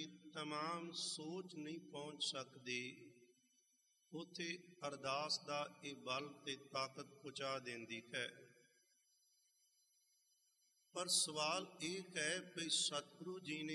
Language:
Punjabi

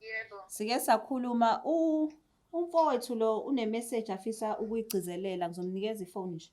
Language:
Zulu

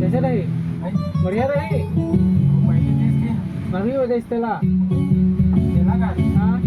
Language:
Chhattisgarhi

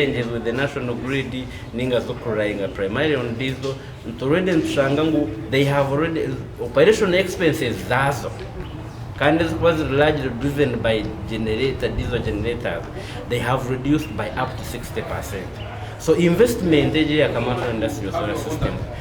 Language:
Nyankole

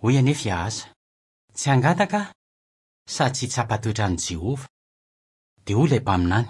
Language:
Malagasy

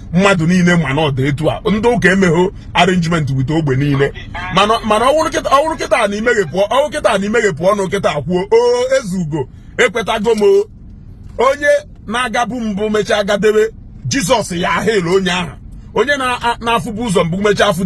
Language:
Igbo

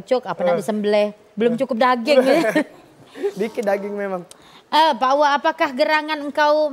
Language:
Musi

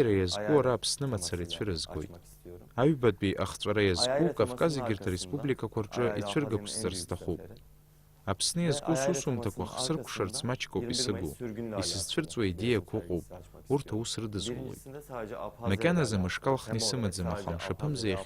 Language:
Abkhazian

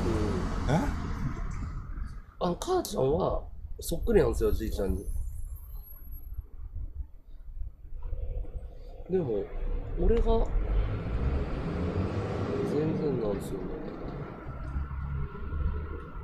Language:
Japanese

